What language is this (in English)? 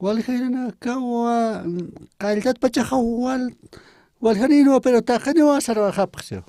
Aymara